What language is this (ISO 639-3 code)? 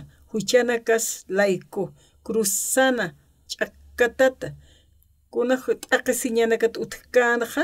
aym